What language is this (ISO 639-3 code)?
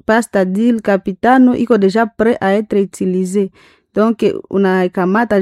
swa